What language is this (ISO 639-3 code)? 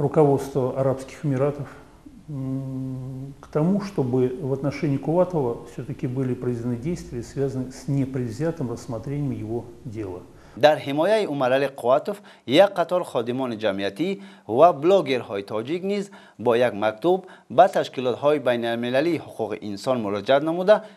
tgk